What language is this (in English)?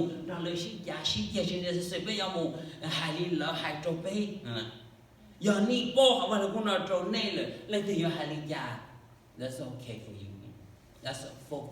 Hmong